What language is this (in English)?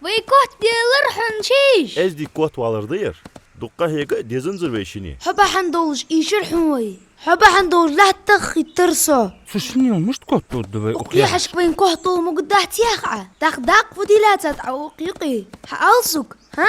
Ingush